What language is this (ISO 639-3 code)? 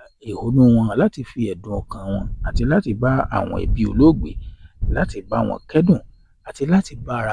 yor